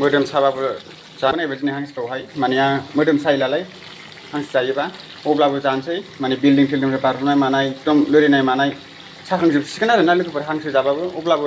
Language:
Bodo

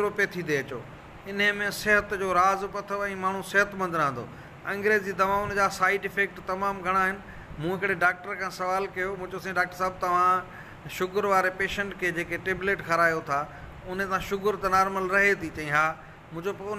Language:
Sindhi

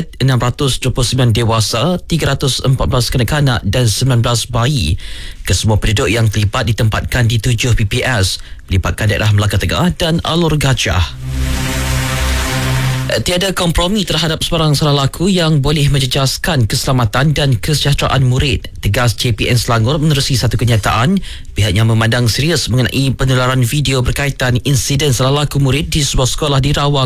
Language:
Malay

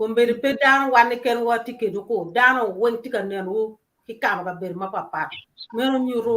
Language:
Acoli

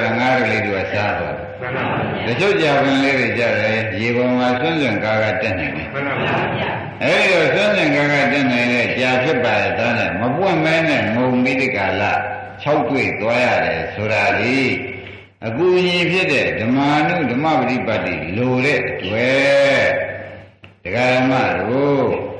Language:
Burmese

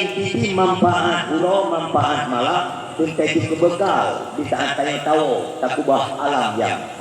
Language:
Achinese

